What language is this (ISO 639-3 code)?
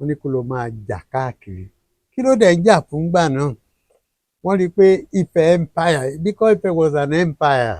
yor